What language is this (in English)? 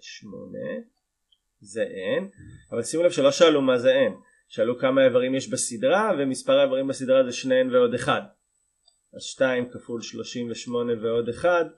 Hebrew